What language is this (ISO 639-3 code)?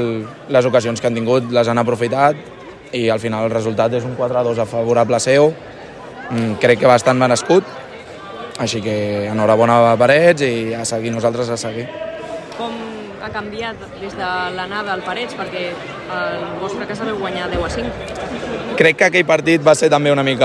cat